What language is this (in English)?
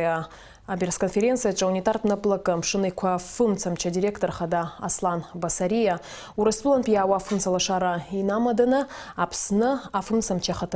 Abkhazian